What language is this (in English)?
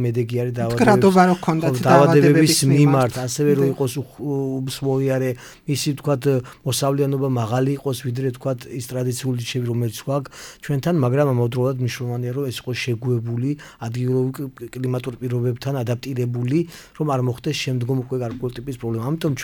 Georgian